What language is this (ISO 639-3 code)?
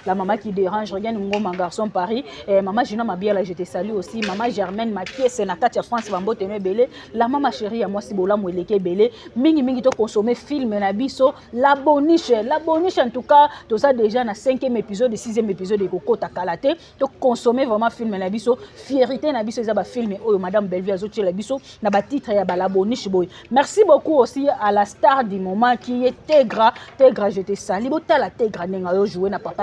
lin